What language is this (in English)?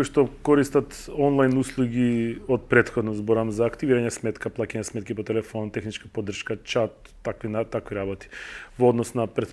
Macedonian